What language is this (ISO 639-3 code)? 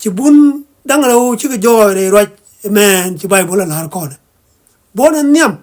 nus